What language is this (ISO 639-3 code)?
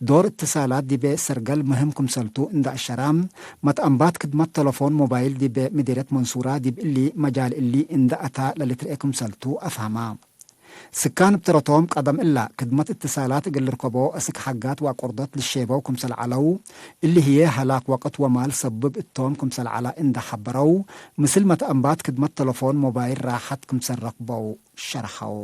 tig